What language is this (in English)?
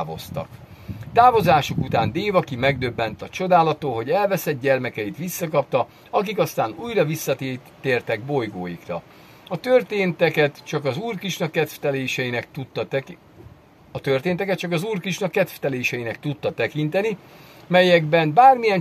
Hungarian